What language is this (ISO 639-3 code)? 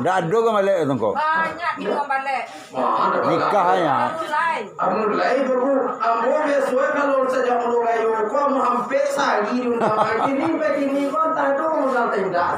min